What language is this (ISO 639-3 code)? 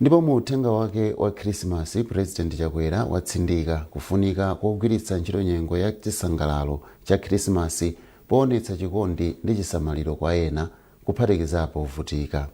nya